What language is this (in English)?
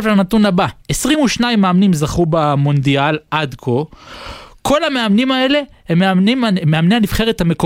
Hebrew